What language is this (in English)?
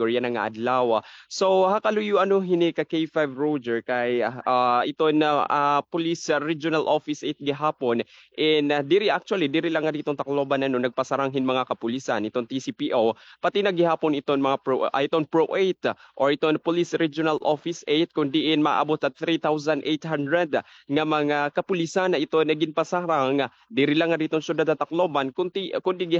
Waray